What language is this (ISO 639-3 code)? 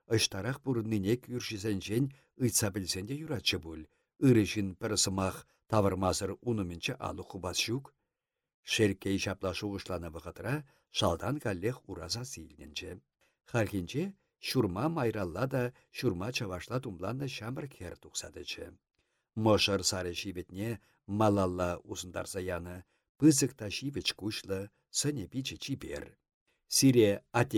chv